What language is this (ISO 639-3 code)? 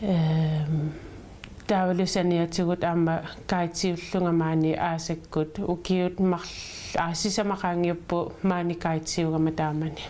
kal